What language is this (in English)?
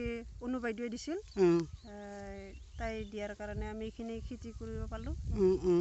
Assamese